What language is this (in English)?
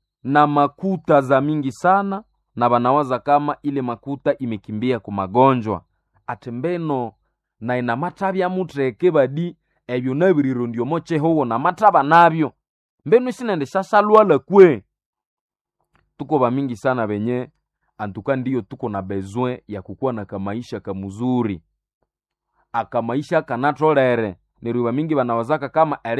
Swahili